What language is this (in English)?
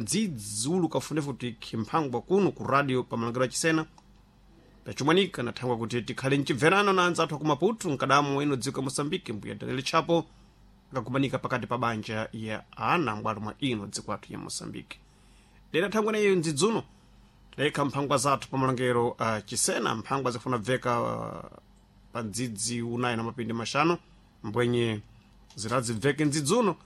Sena